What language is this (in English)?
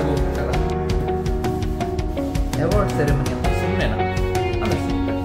Kannada